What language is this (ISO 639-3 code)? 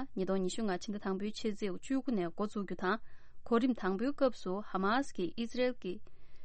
bod